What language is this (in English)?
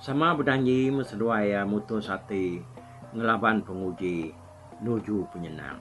Iban